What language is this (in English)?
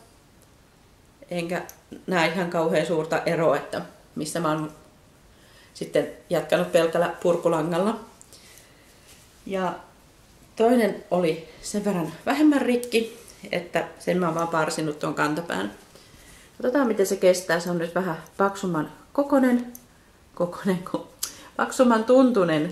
Finnish